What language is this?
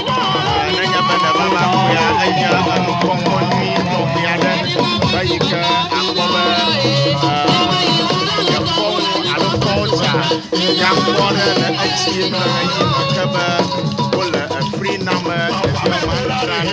Ewe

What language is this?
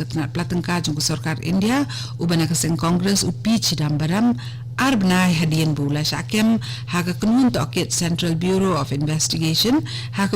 Khasi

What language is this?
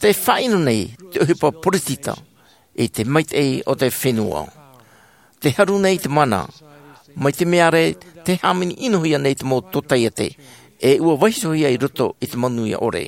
Tahitian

